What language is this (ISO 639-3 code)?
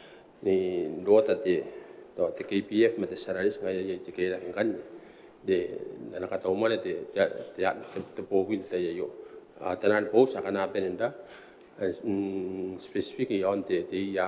gil